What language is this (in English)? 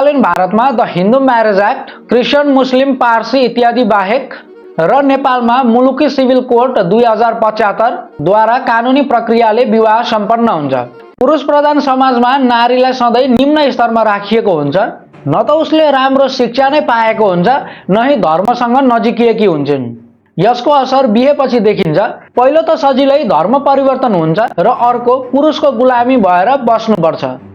Nepali